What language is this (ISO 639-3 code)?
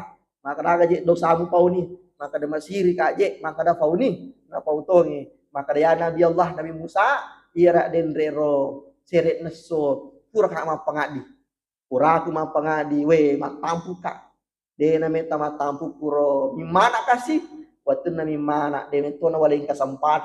bug